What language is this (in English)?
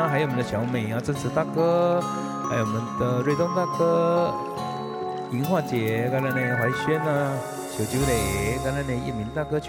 Min Nan Chinese